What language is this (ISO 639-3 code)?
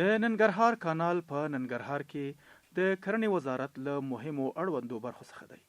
pus